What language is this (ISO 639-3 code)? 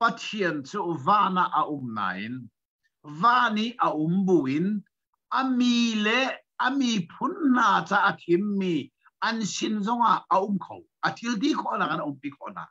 cnh